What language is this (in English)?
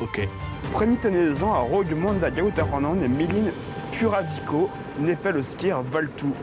Breton